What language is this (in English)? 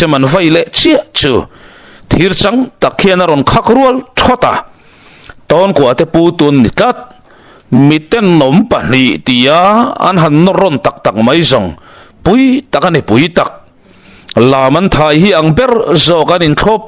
Mizo